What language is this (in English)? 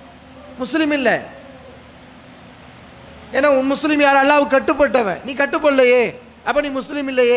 Tamil